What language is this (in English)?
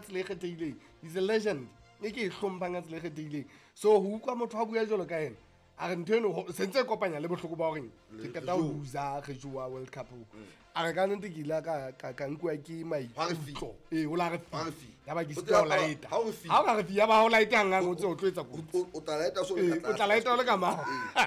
Southern Sotho